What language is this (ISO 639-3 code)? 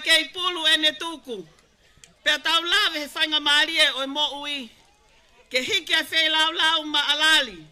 ton